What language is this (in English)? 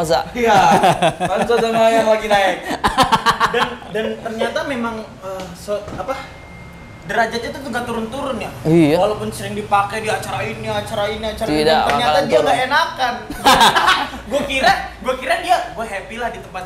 Makassar Malay